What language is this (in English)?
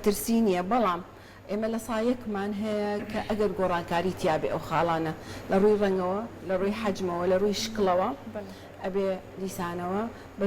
Central Kurdish